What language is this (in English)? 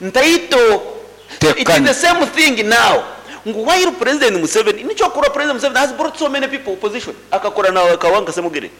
Nyankole